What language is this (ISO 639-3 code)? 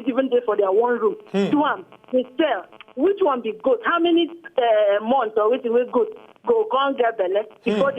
pcm